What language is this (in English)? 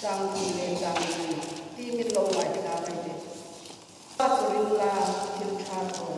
Hmar